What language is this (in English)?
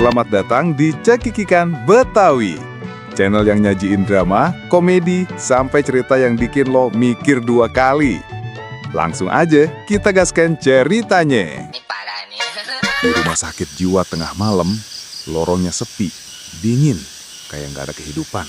Betawi